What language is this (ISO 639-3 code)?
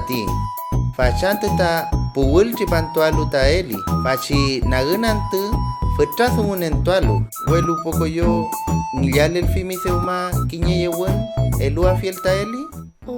arn